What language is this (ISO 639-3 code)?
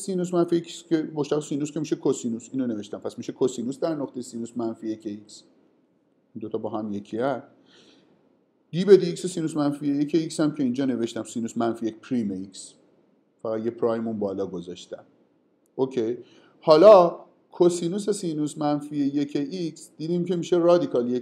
fas